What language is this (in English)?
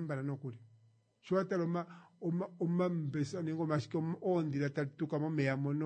Kuanyama